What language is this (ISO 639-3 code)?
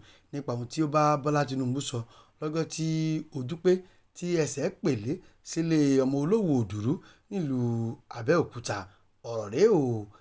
yor